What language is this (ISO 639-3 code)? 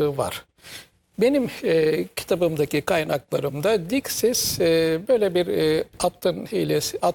tur